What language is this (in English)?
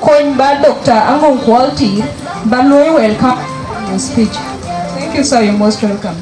Dinka